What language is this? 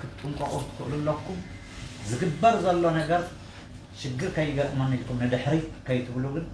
Tigrinya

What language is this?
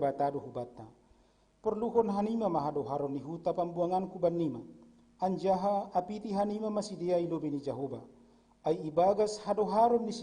Batak Simalungun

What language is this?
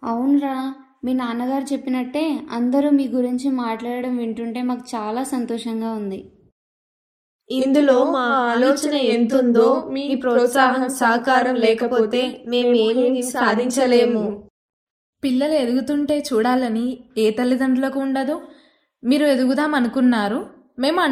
Telugu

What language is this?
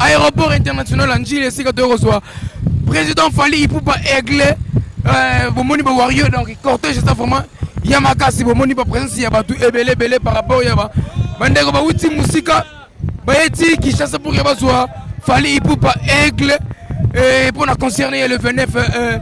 Lingala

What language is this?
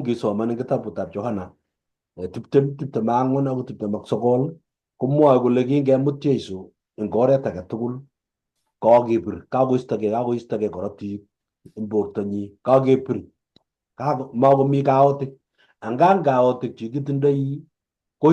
Kalenjin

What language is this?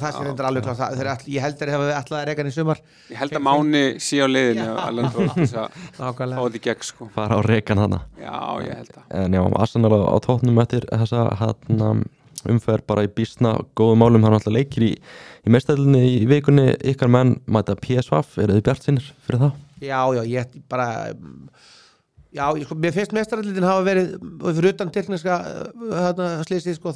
Icelandic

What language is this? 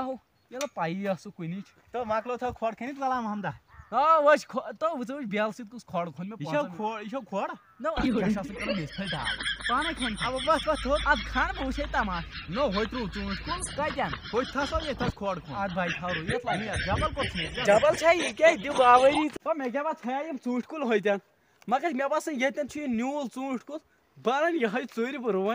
Kashmiri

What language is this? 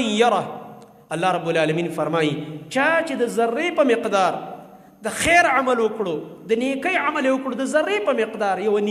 Pashto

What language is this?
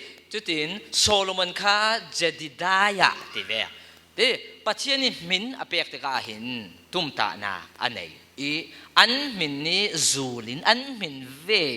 Falam Chin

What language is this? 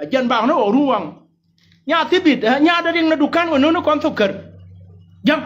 Nuer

